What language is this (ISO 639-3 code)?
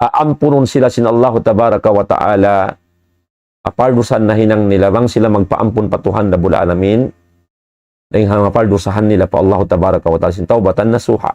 tsg